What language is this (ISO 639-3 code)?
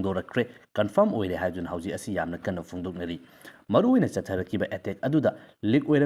mni